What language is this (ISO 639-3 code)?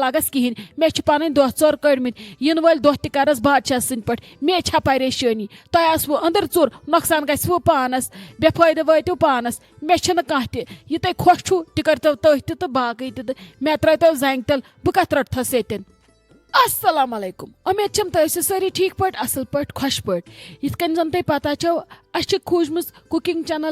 kas